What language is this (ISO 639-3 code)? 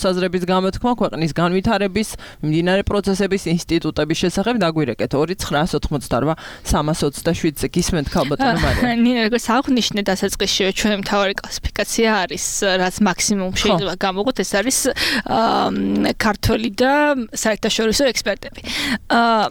kat